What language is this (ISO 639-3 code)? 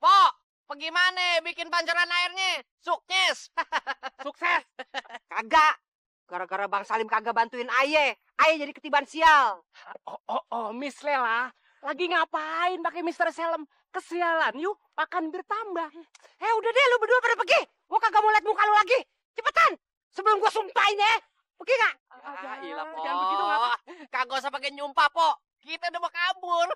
bew